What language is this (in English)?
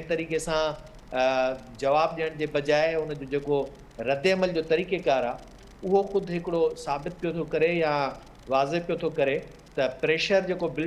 Sindhi